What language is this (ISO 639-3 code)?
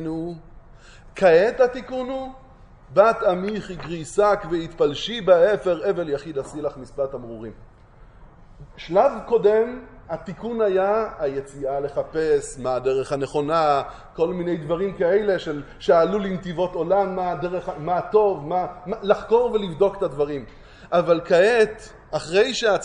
heb